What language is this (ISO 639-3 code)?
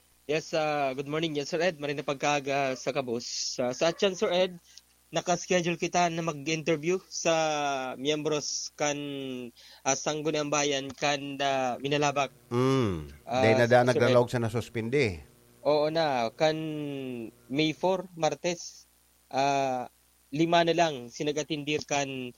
bik